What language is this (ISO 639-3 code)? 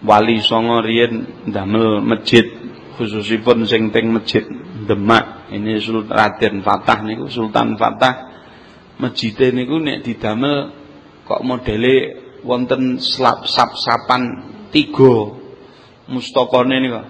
jav